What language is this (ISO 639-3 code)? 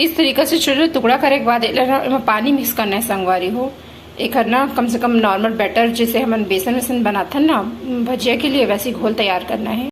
hne